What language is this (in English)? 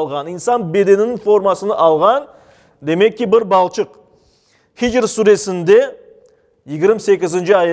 Crimean Tatar